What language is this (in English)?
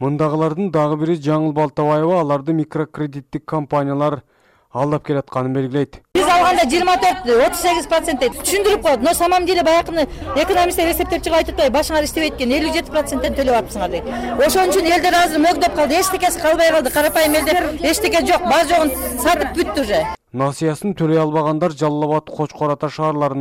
Kyrgyz